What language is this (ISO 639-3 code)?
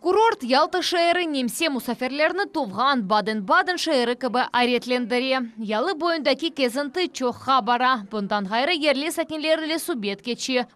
crh